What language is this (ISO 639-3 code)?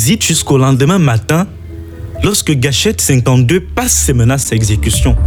fra